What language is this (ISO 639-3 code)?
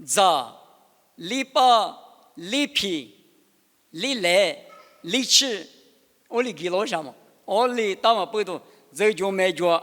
lis